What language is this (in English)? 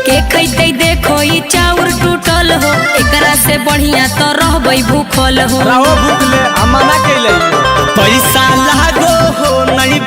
Magahi